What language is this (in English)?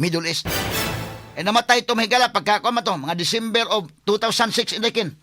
Cebuano